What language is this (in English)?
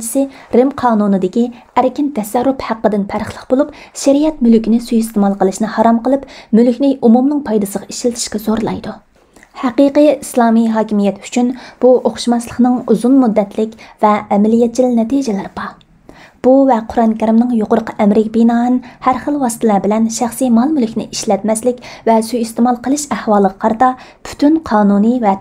Uyghur